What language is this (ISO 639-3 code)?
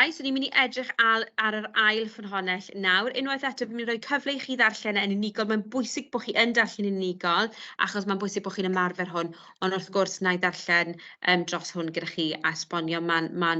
cym